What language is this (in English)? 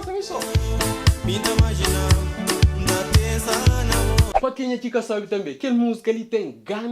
Kabuverdianu